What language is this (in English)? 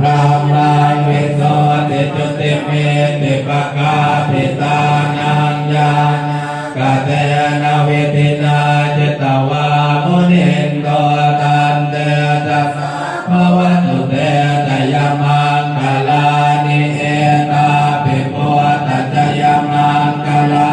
Pali